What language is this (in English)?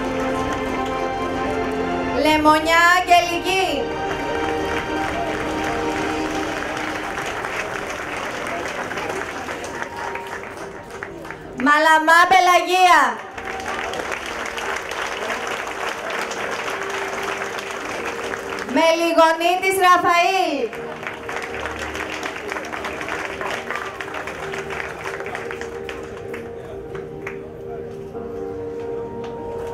Greek